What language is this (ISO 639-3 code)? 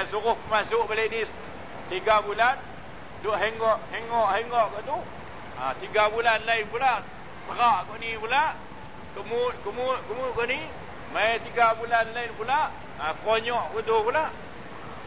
msa